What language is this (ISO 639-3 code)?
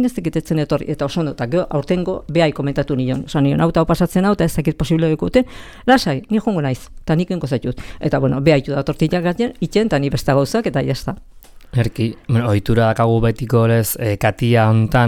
eus